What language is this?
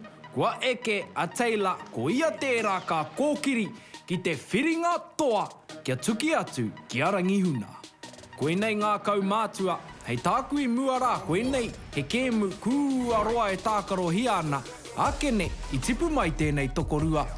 Māori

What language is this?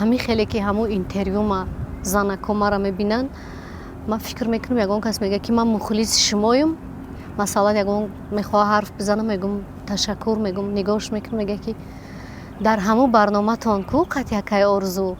Tajik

